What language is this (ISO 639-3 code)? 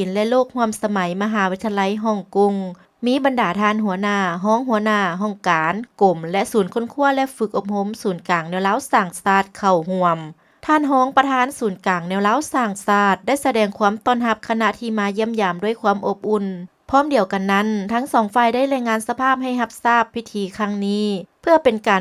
lao